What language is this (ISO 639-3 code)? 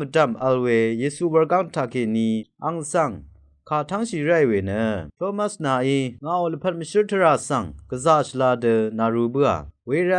raw